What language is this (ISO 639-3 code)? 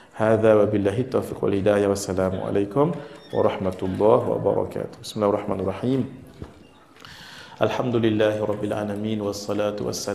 msa